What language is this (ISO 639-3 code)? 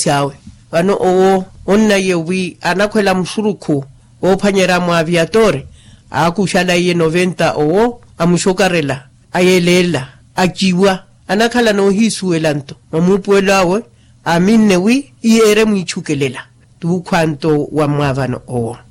vmw